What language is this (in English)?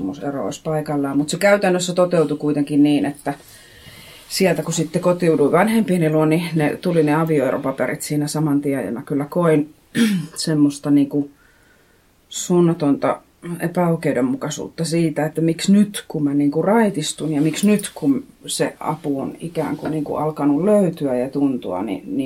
Finnish